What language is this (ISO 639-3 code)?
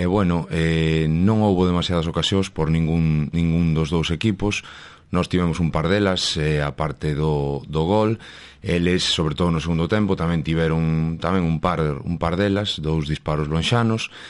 glg